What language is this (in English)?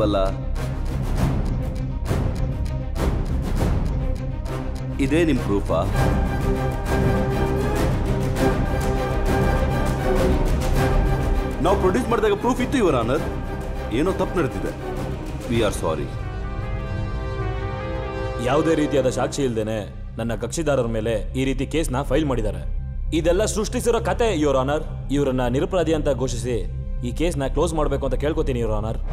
Kannada